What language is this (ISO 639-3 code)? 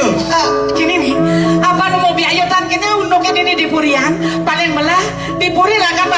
ban